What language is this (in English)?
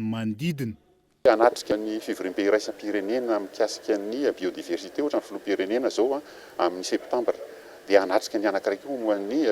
Malagasy